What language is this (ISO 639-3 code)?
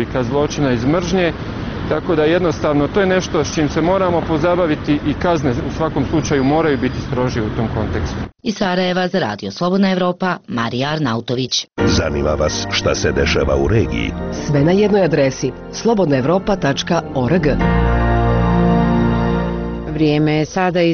bos